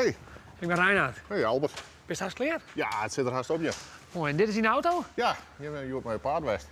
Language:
Western Frisian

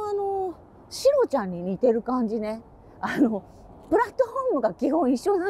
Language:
Japanese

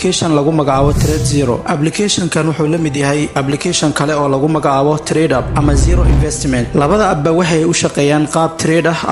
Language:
Somali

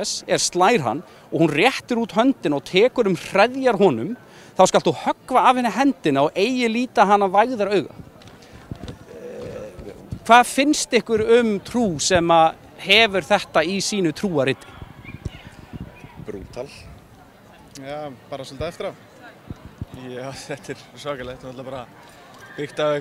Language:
Icelandic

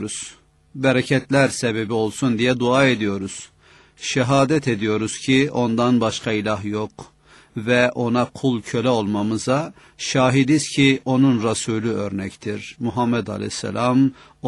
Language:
Turkish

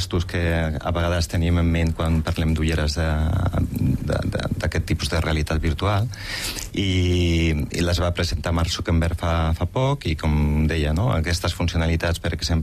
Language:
Catalan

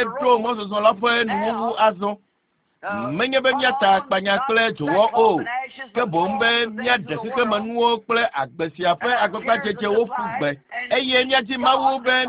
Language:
Ewe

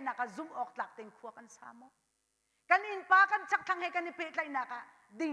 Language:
Hakha Chin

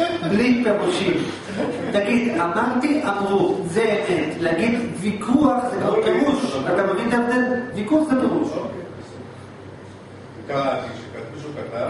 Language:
Hebrew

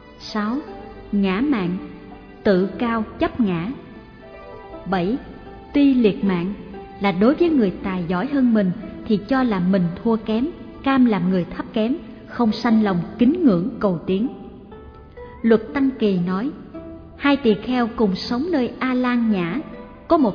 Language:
Vietnamese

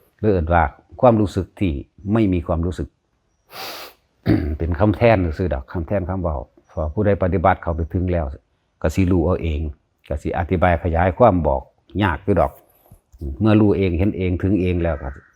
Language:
Lao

